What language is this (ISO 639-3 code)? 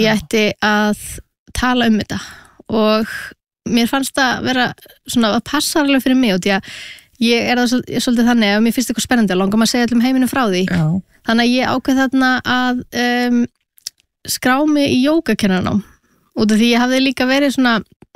isl